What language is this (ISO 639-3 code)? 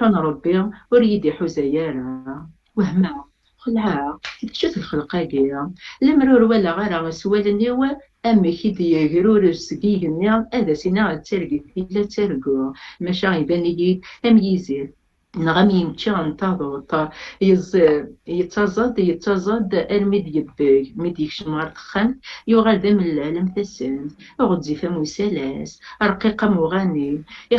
kab